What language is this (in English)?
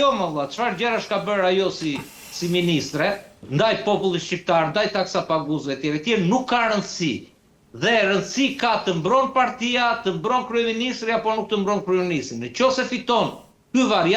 Albanian